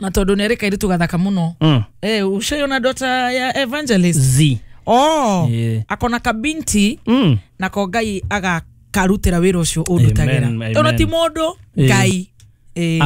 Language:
Kikuyu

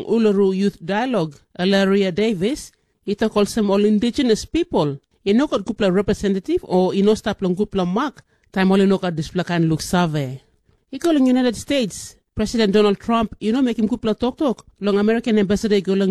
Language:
Tok Pisin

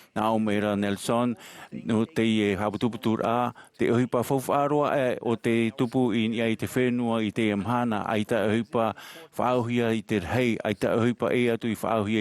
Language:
Tahitian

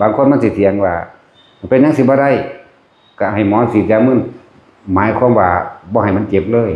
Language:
Northeastern Thai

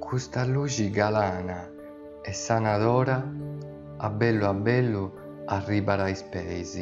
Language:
Sardinian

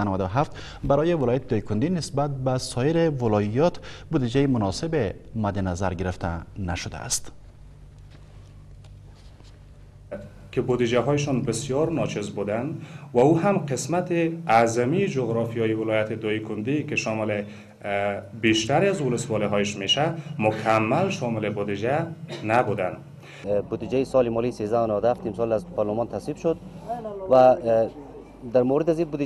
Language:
Persian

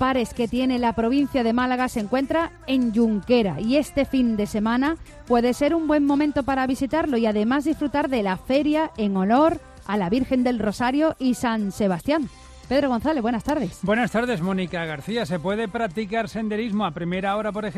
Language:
Spanish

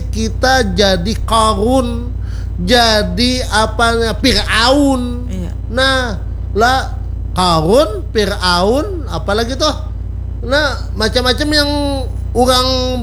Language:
Banjar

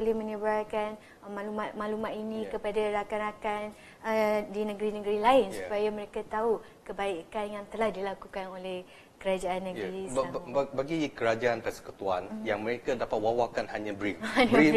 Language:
Malay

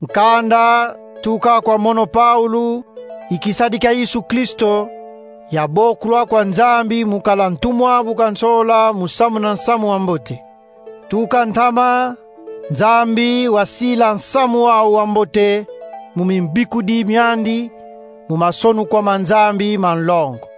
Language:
Kongo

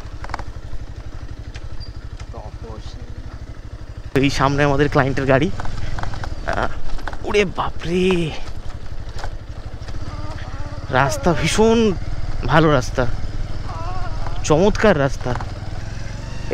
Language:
Bangla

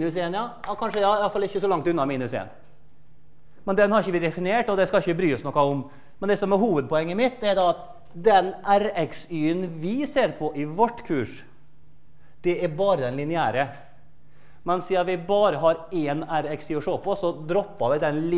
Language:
Norwegian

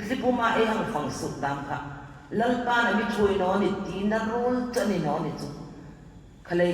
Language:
Hmar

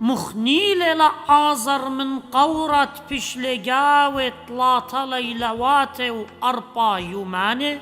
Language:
Assyrian Neo-Aramaic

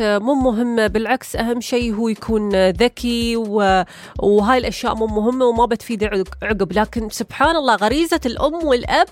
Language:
Gulf Arabic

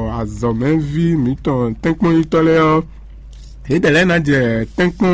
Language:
Fon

